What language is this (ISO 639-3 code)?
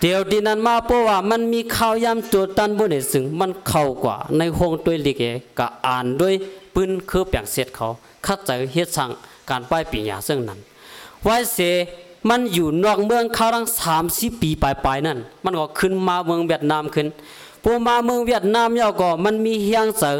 shn